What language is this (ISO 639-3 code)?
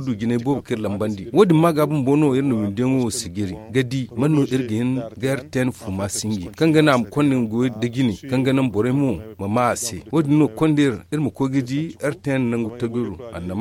dje